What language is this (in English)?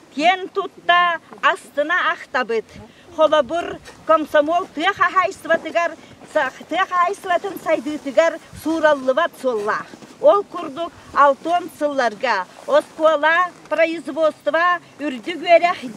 Yakut